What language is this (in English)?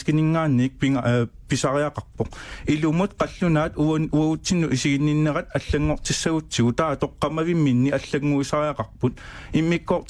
Kalaallisut